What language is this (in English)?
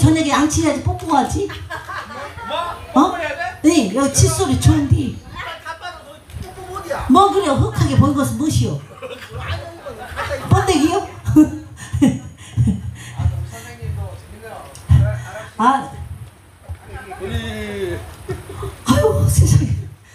Korean